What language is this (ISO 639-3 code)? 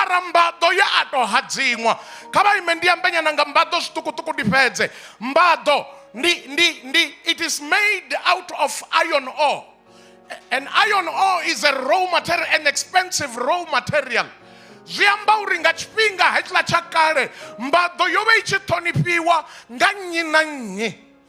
ven